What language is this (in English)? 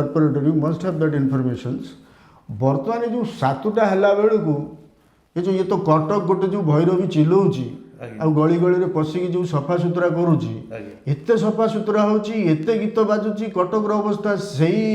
Odia